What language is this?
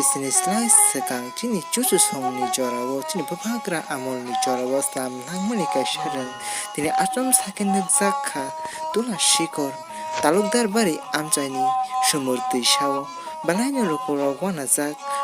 Kok Borok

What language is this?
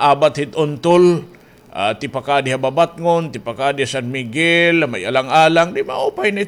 Waray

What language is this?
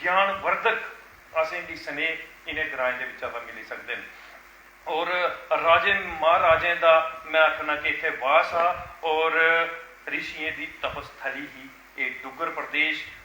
Dogri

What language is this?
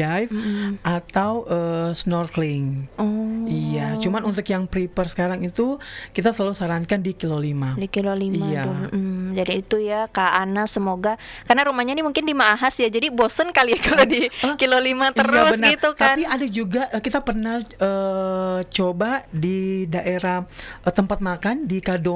Indonesian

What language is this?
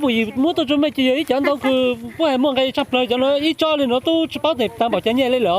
Hmong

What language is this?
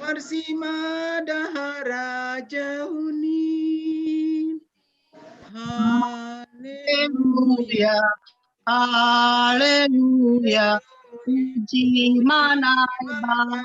Batak Simalungun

